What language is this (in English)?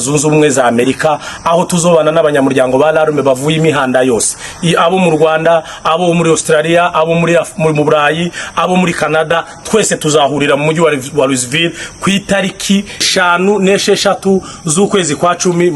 Kinyarwanda